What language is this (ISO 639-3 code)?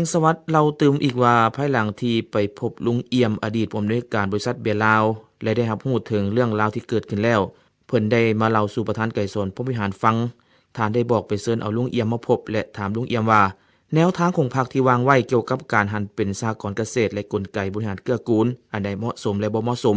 lao